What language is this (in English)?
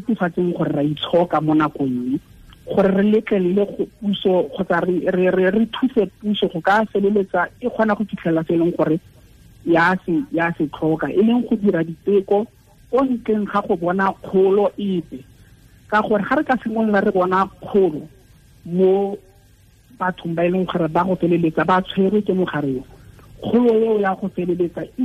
Tswana